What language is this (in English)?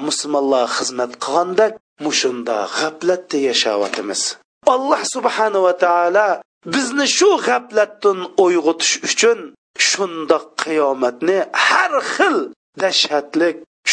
Uyghur